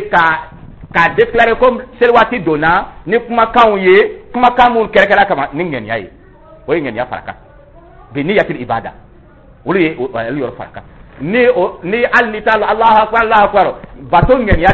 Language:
Dyula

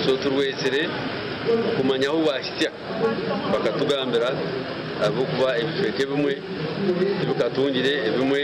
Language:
Nyankole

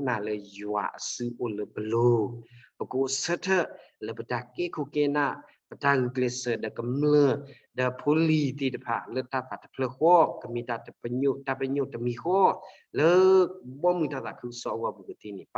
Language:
S'gaw Karen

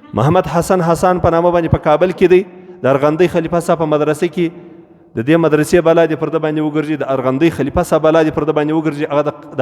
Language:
Pashto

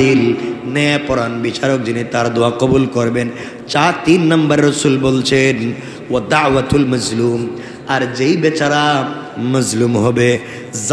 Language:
Bangla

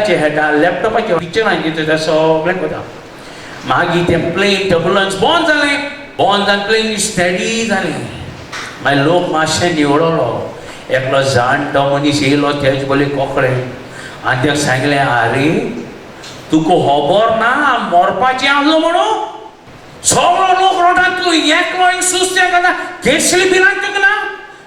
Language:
Konkani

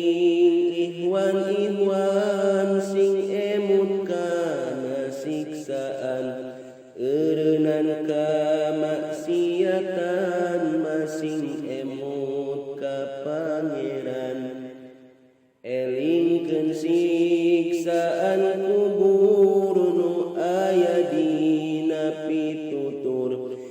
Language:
Sundanese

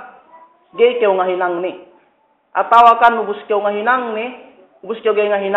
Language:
Yakan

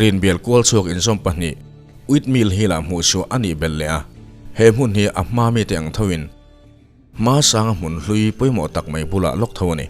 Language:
Mizo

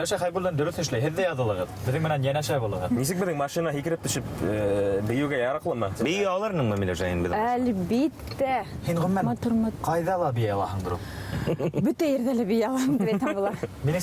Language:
Bashkir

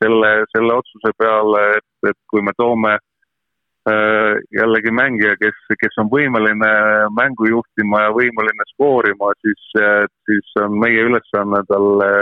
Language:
Estonian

